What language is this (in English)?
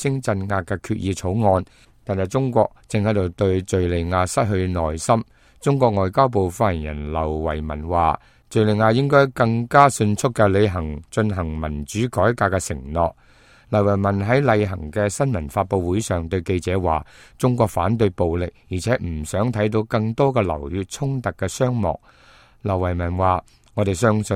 Cantonese